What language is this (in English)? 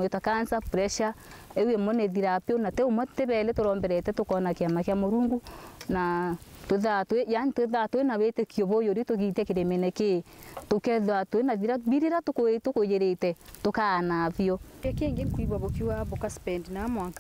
Meru